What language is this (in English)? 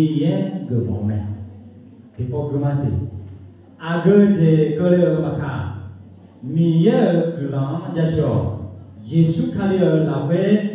Akha